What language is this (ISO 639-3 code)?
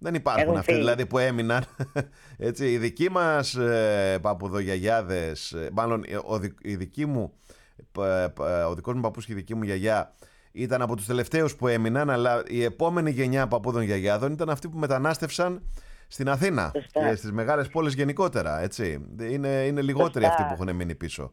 ell